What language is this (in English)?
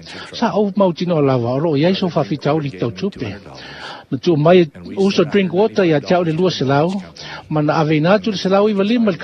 Samoan